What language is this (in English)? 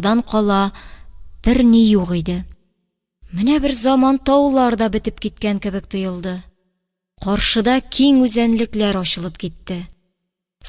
Tatar